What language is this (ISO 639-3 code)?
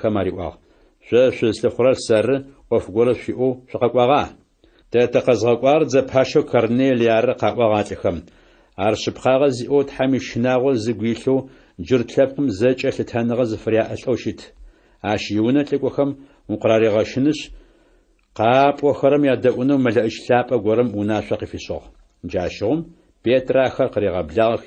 ady